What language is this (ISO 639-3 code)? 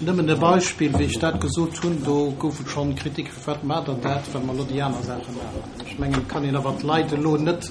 ltz